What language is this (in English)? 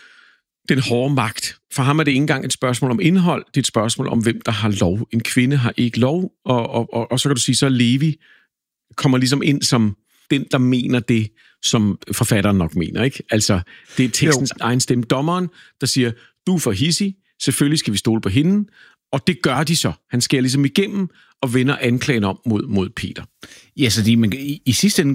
Danish